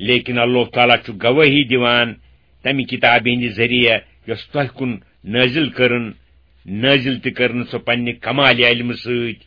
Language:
Kashmiri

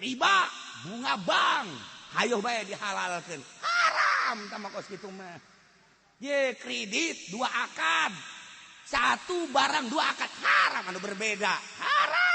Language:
Sundanese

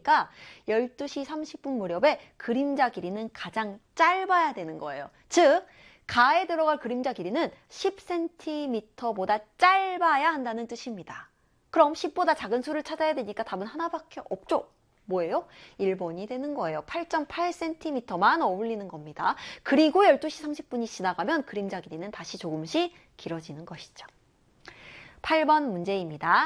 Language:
Korean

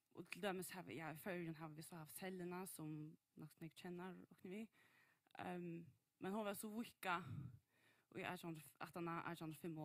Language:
Faroese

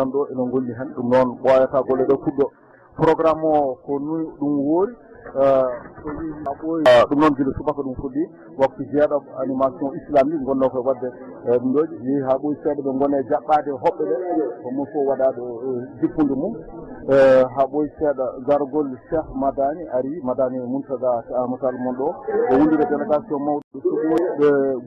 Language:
Fula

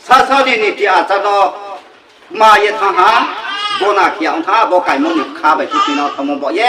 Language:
Riang (India)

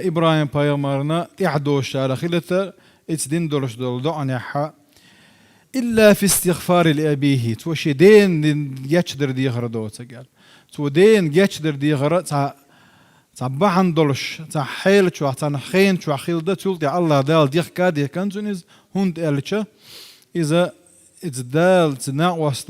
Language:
Chechen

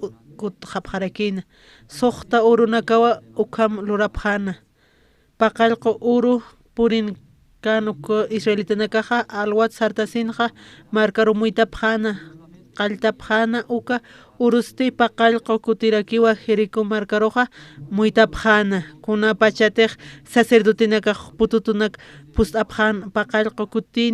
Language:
Aymara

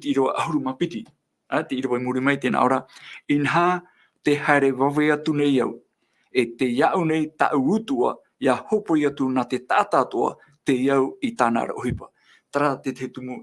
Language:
Tahitian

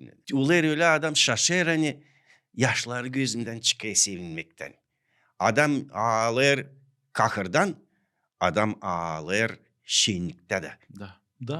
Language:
Gagauz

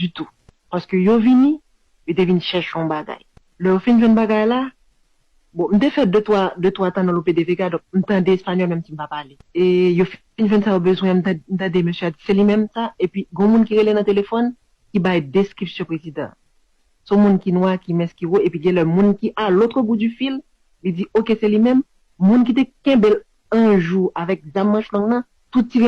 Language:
Haitian Creole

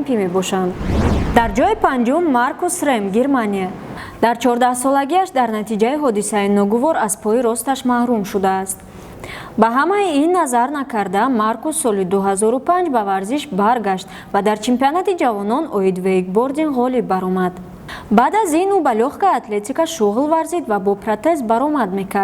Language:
Tajik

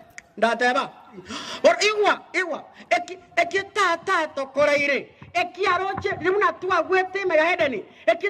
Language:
Gusii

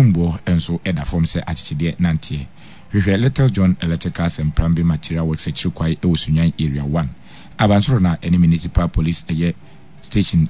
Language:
Akan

